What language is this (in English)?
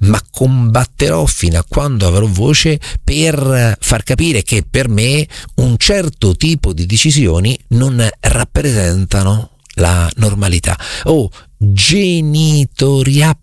Italian